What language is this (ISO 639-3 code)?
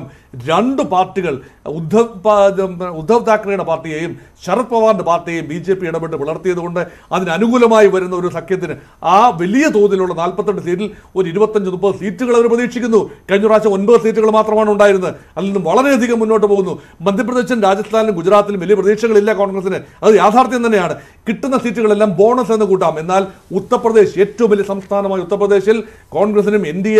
mal